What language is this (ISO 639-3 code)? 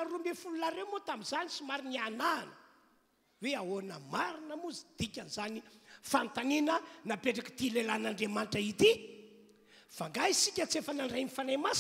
mlg